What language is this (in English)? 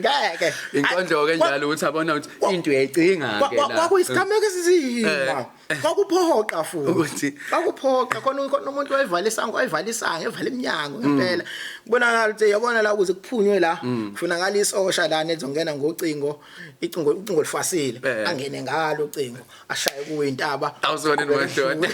Zulu